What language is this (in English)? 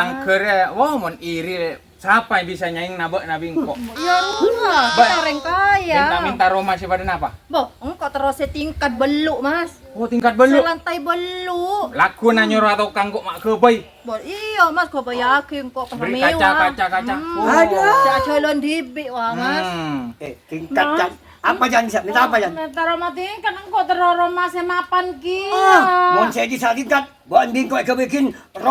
Madurese